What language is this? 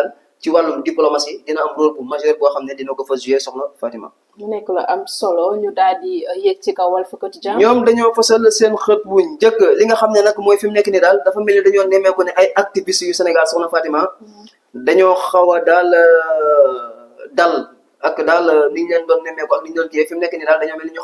Wolof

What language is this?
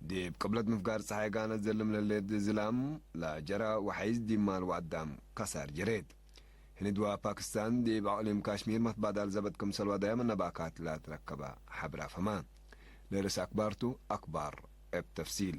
Tigre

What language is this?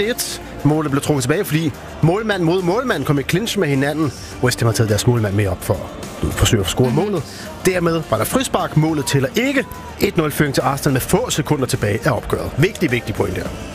Danish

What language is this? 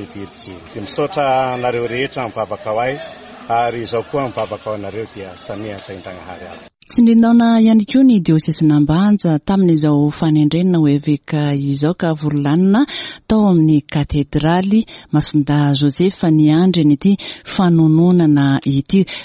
Malagasy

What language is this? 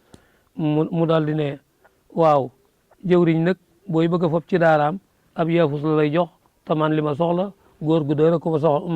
Wolof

